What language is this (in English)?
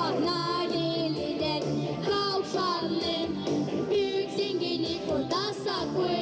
Gagauz